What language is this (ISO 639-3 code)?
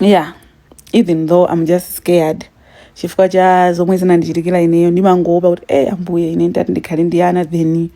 nya